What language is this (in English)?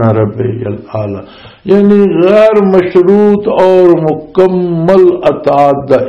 Western Panjabi